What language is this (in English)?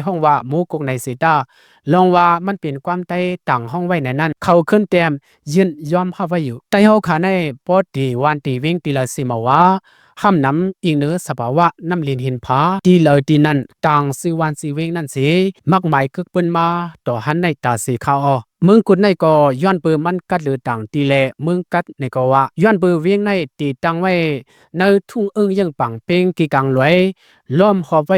Shan